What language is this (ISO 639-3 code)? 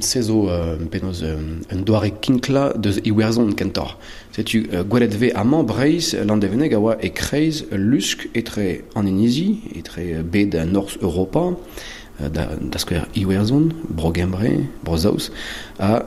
bre